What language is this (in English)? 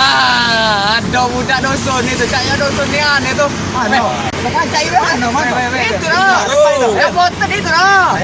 Musi